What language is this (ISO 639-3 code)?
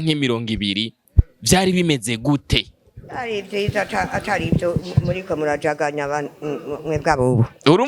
run